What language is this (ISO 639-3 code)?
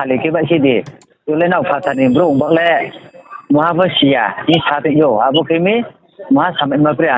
ria